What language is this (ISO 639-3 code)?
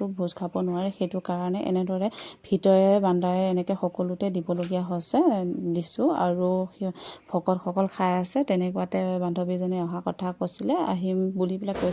asm